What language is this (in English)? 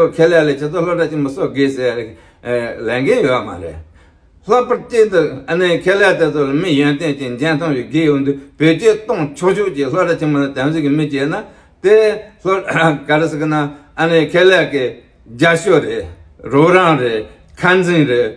Tibetan